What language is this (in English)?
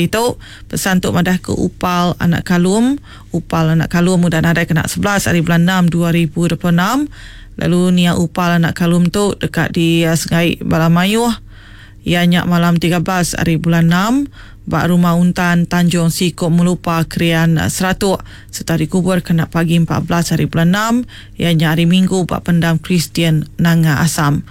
Iban